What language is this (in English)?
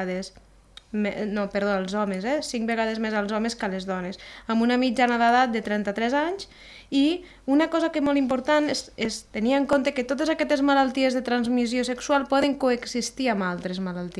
Catalan